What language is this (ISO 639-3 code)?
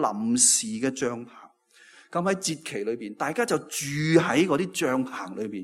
yue